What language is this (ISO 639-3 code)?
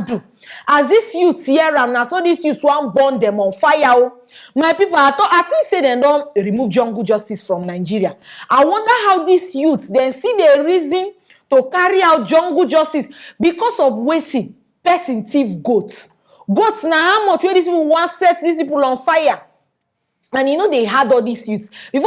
pcm